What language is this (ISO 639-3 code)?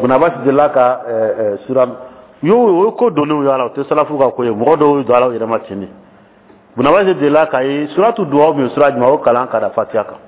dyu